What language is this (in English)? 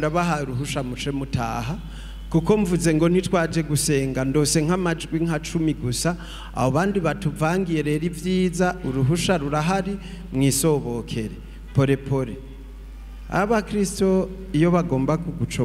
Rundi